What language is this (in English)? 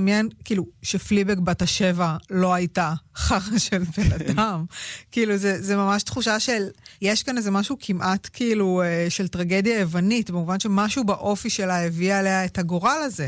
Hebrew